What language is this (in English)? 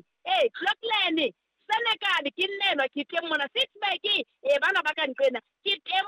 Southern Sotho